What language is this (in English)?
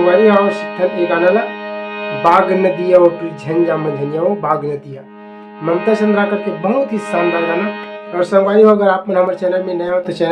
Chhattisgarhi